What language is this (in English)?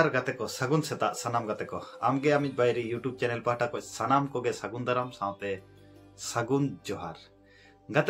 Santali